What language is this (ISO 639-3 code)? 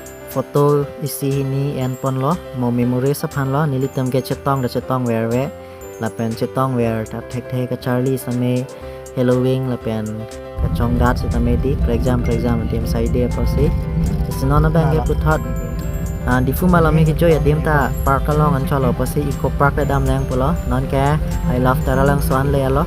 mjw